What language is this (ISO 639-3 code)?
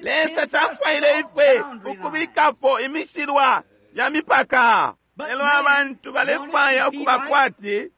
bem